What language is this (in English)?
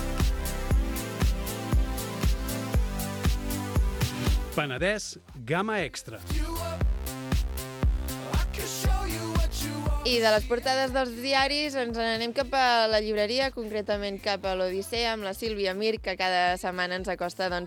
Catalan